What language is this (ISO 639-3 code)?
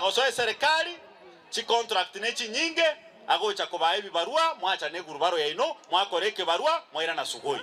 guz